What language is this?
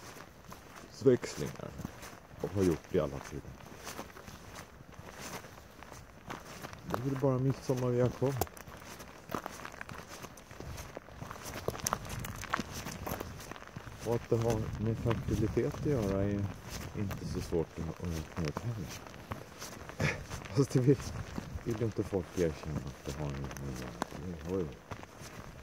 Swedish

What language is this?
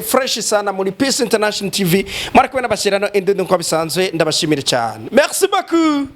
Rundi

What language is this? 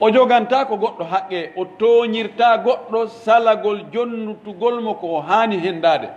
Pular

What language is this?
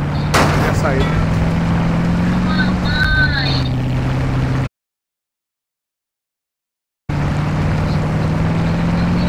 Portuguese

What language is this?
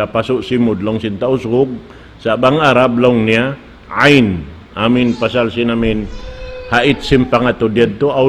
Tausug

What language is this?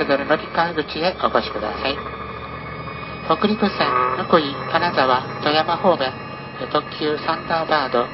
Japanese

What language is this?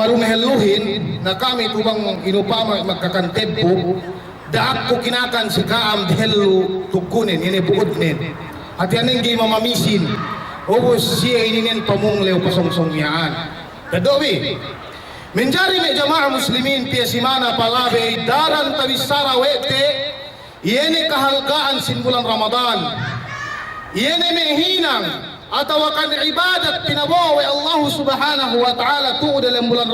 Yakan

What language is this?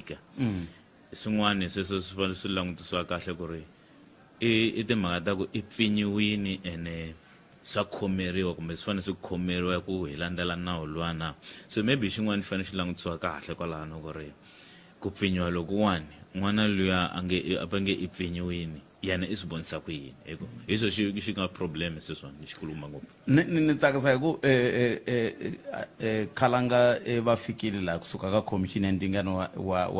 Tsonga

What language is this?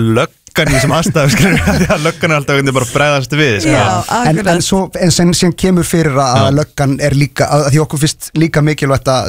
Icelandic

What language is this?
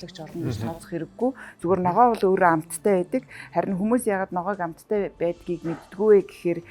Mongolian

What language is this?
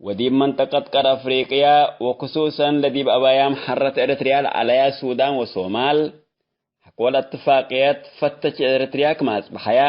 Tigre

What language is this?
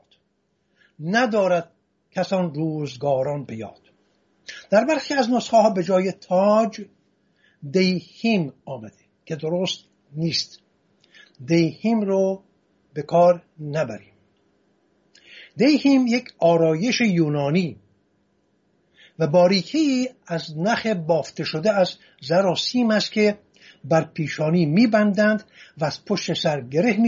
Persian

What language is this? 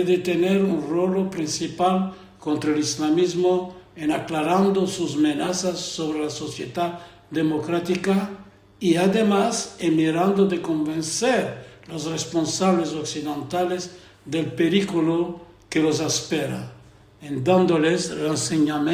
Ladino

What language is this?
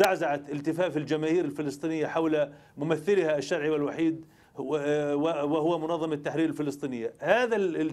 Arabic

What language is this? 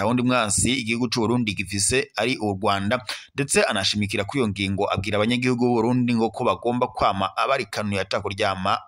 Rundi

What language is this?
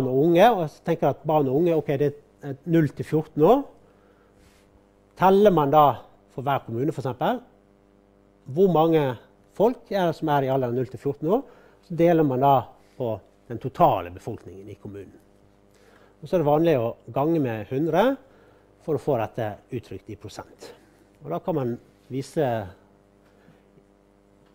Norwegian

